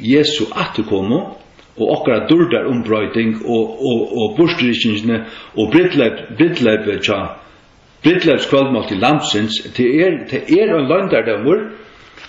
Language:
Faroese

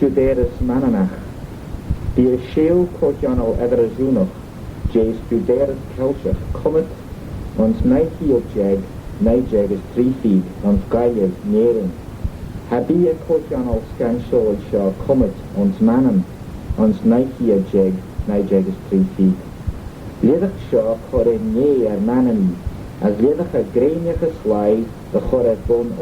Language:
Manx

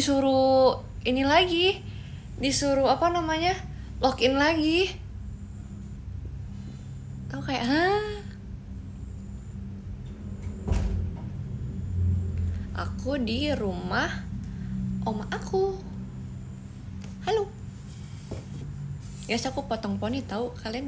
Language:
Indonesian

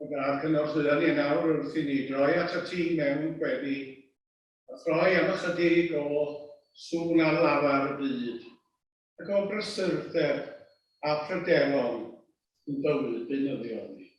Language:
Welsh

